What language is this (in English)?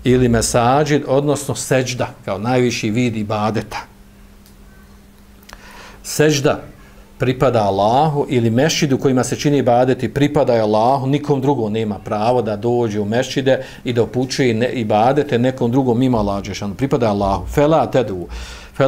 Bosnian